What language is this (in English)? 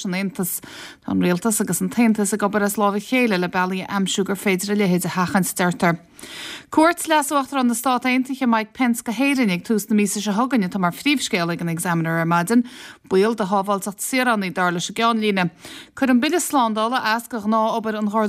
Irish